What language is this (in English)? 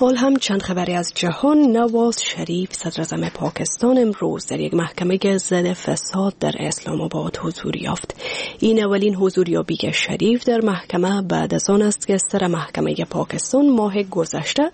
Persian